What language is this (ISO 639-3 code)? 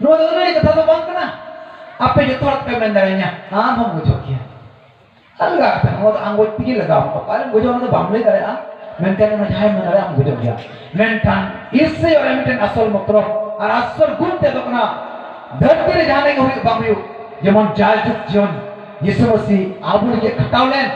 sat